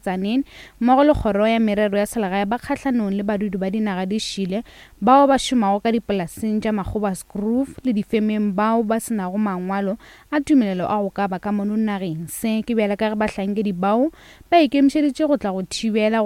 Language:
Northern Sotho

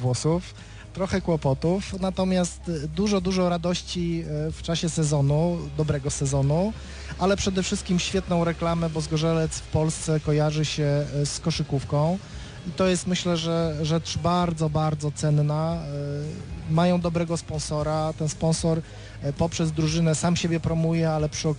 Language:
Polish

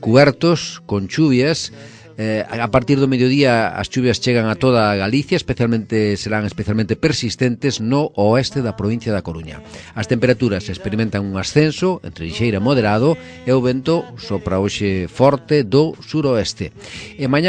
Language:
Galician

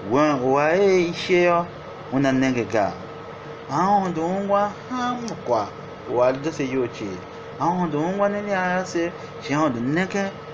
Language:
Tiv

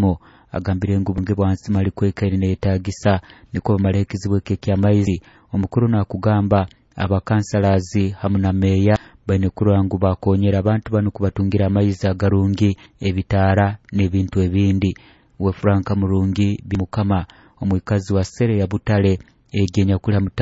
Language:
Nyoro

